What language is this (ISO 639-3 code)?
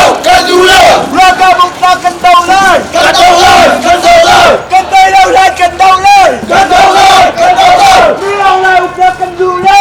cnh